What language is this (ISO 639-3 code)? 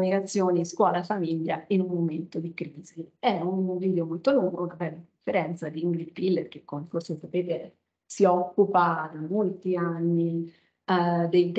ita